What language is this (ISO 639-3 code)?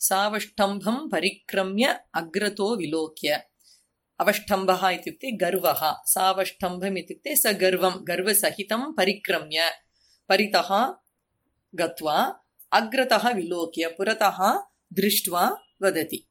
san